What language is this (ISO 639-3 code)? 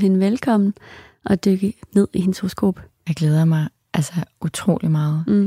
dan